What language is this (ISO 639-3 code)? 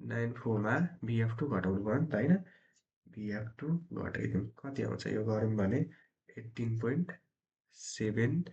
nep